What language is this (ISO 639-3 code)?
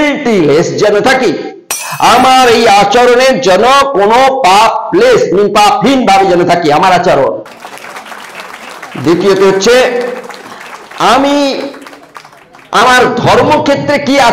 ben